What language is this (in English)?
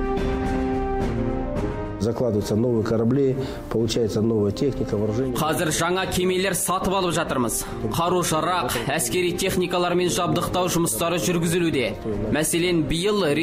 Kazakh